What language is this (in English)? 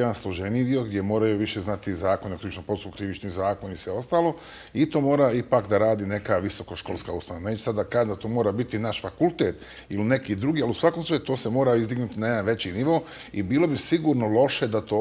Bosnian